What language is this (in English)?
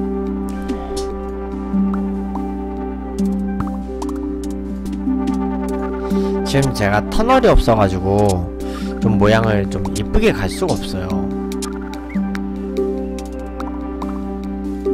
Korean